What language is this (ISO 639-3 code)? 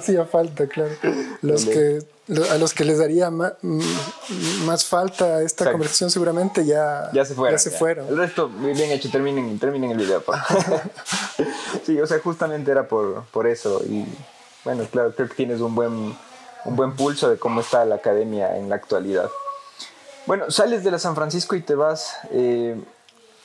spa